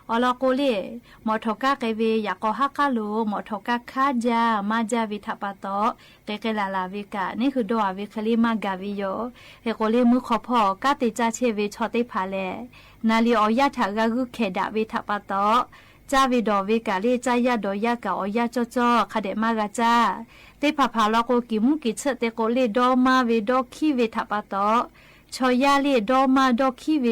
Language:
Lahu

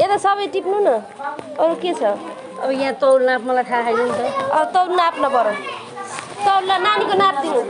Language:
Nepali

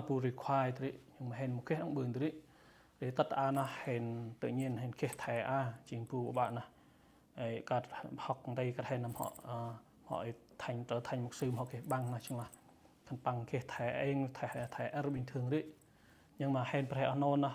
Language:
Central Mnong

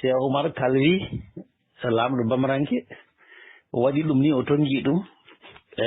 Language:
Fula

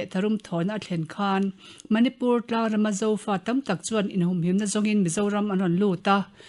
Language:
Mizo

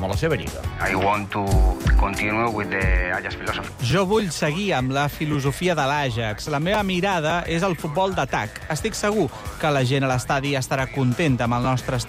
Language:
Catalan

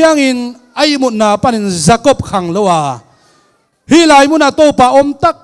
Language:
Tedim Chin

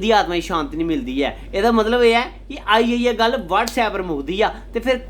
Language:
Dogri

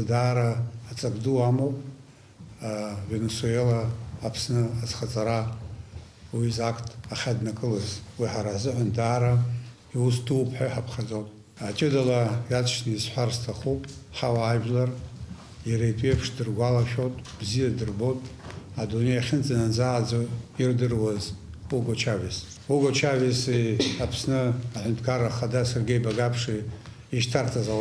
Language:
Abkhazian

